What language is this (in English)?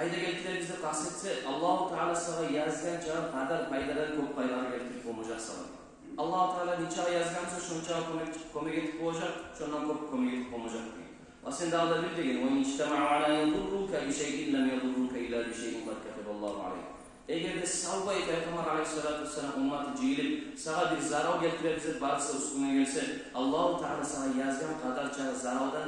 Kumyk